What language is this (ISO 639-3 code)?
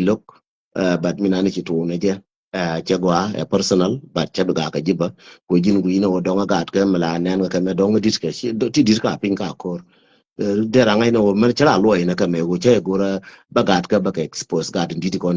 nus